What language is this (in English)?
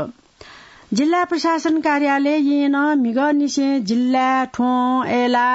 Newari